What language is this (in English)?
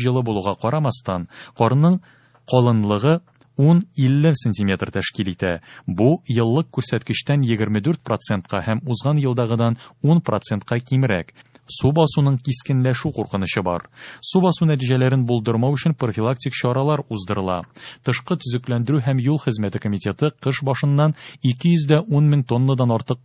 Tatar